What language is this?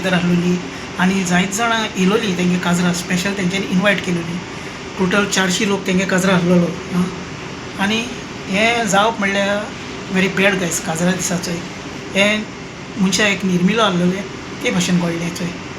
Konkani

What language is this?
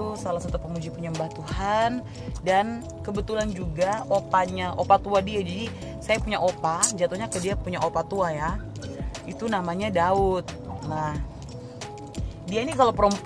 Indonesian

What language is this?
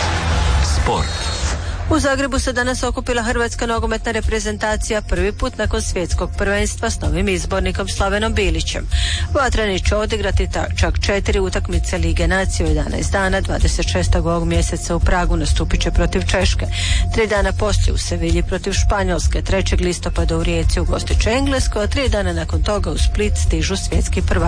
Croatian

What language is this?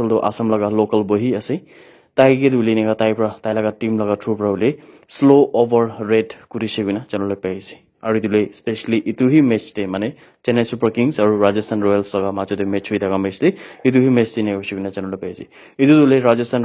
Naga Pidgin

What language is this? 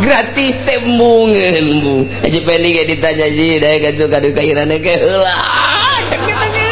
Sundanese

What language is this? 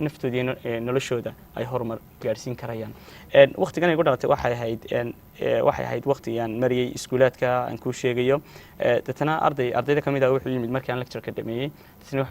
Somali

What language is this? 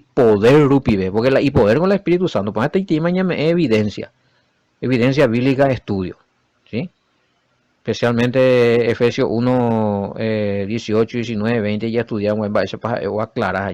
Guarani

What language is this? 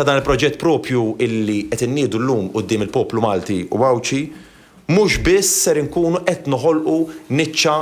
Maltese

